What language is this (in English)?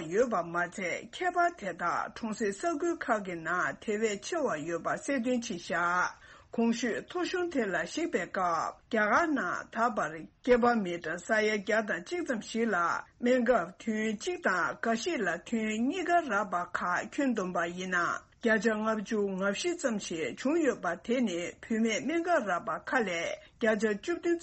Tibetan